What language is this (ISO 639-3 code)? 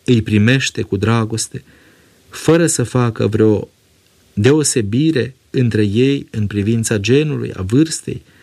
ron